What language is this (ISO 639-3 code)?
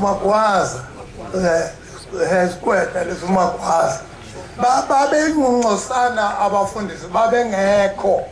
zul